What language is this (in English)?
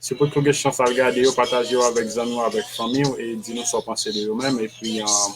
Haitian Creole